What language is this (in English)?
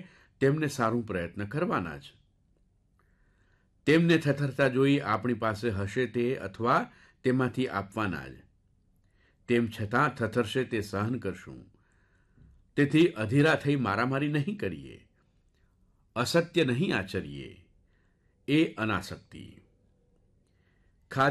Gujarati